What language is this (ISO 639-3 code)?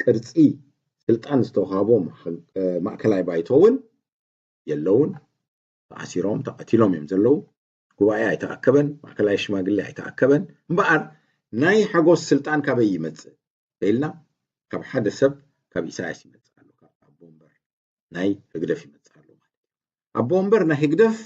tir